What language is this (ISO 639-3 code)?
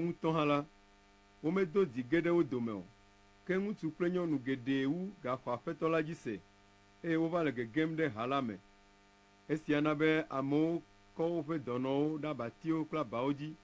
ewe